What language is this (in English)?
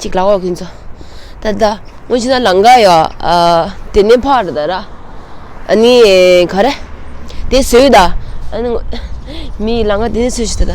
Tibetan